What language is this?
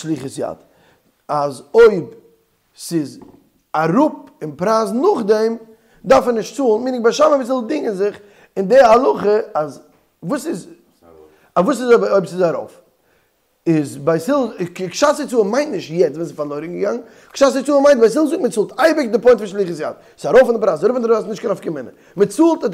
Yiddish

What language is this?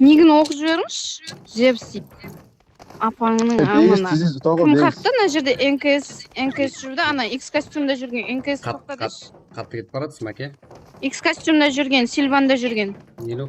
Kara-Kalpak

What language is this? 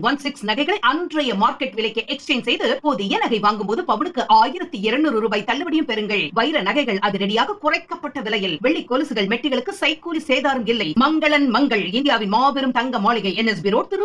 Tamil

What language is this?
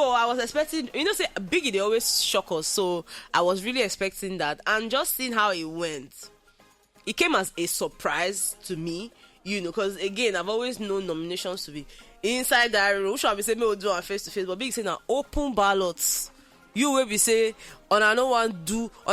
Nigerian Pidgin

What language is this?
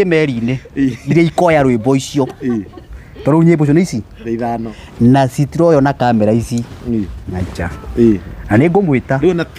Kikuyu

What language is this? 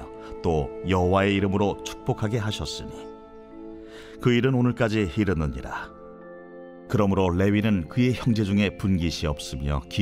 Korean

